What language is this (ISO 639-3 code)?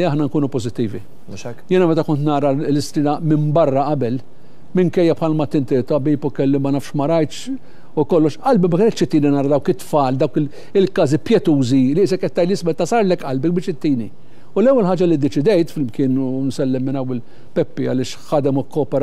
mlt